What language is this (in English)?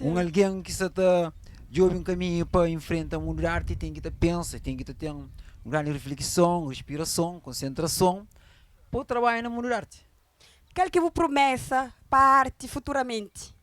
Kabuverdianu